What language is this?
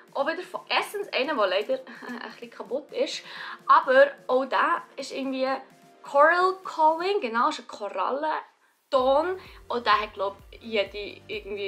Swiss German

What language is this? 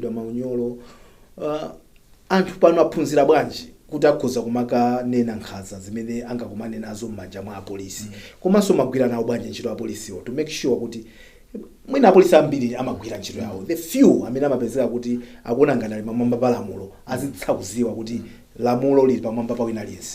Nyanja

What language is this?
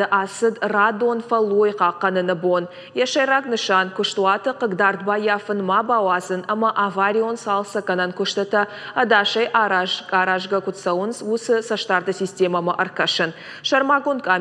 Ossetic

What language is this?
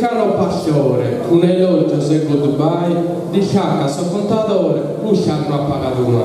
Sardinian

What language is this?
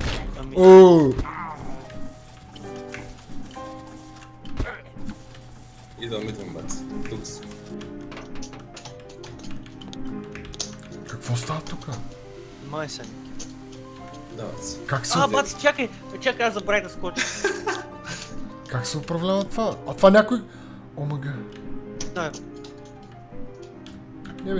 Bulgarian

